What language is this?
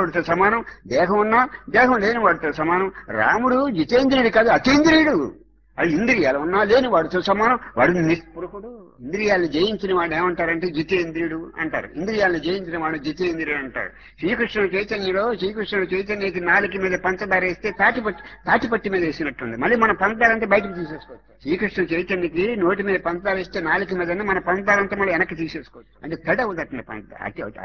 Telugu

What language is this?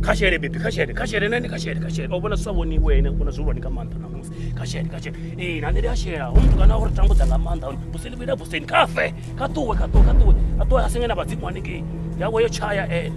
Venda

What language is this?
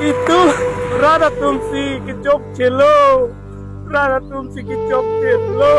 Karbi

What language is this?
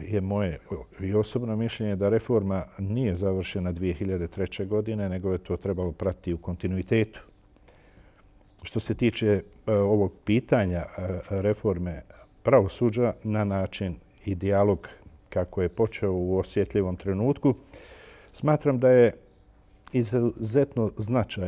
Bosnian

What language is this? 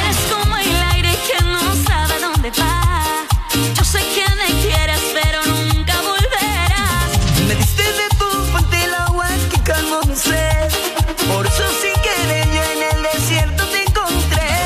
Spanish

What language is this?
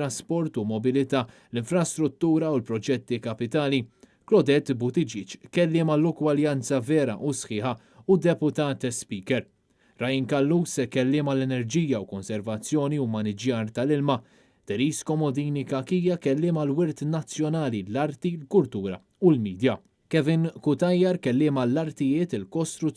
Maltese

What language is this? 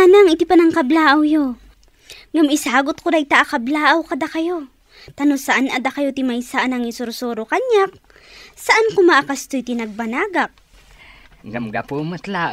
Iloko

